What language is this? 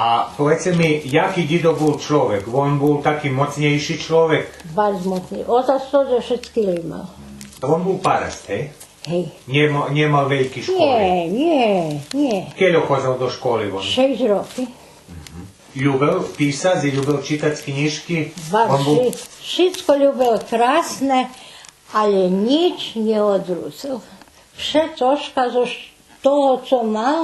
Rusyn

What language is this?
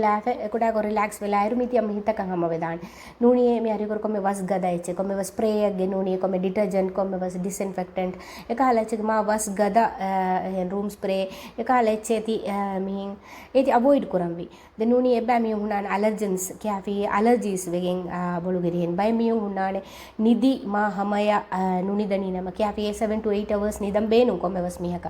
Divehi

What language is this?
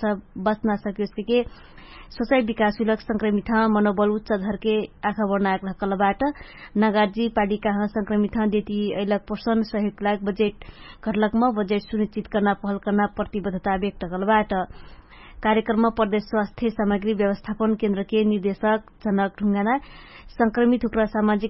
Dangaura Tharu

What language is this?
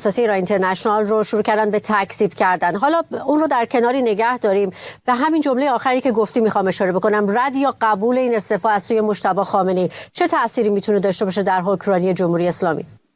Persian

